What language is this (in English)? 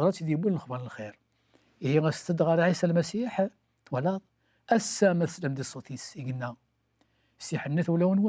Kabyle